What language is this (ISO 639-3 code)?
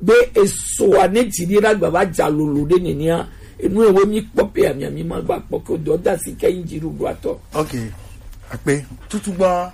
gej